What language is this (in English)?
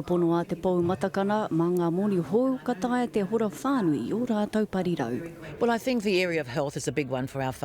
Māori